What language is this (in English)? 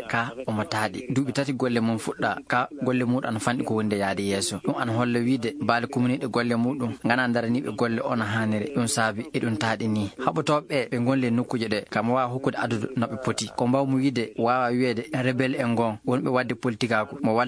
Fula